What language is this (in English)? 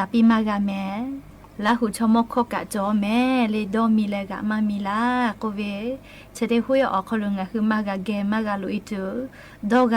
Lahu